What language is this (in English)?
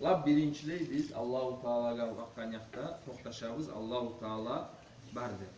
Kumyk